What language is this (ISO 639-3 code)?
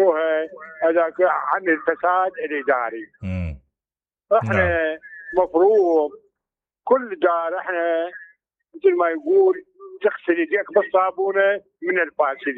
acm